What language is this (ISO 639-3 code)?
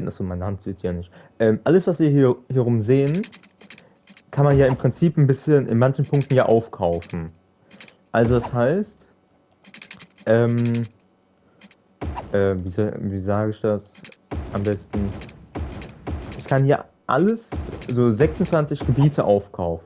deu